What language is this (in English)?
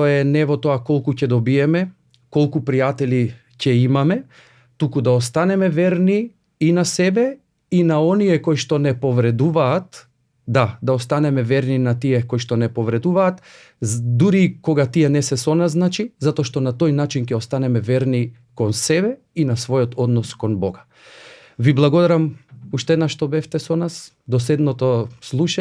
Macedonian